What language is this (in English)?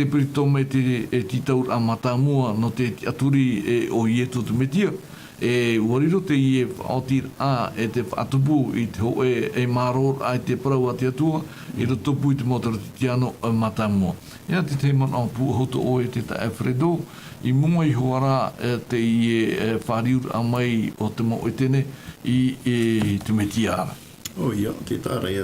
Tahitian